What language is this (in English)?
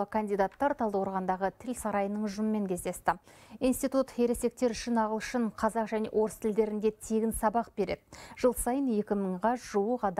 Kazakh